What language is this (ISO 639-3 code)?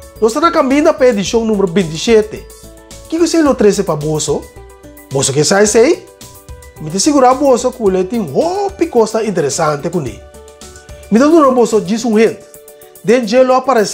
pap